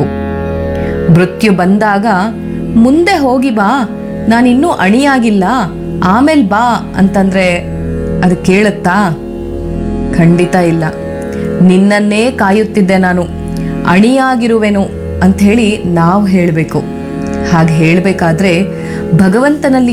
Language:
Kannada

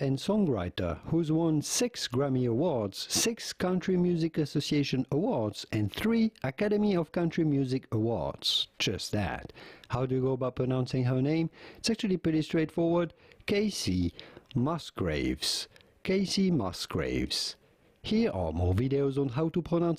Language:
English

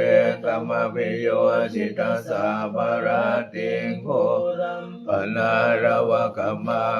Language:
Pali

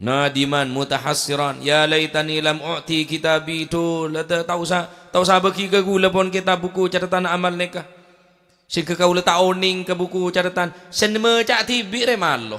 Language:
Madurese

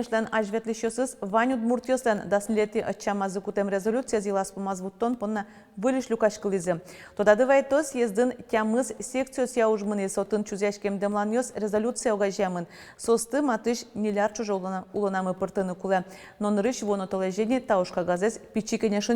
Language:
Udmurt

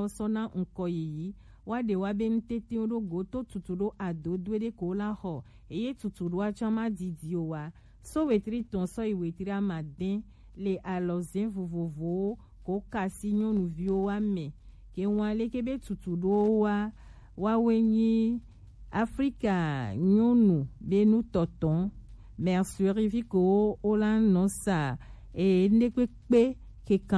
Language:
Gen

